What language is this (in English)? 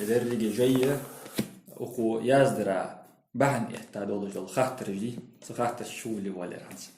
Ingush